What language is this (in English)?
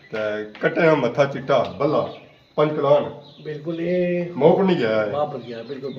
Pahari-Potwari